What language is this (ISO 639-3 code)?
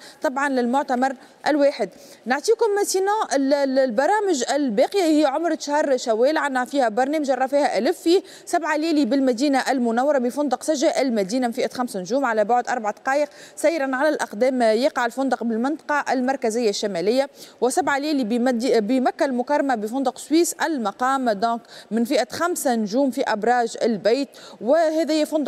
aeb